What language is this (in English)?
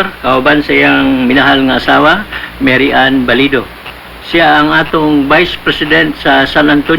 Cebuano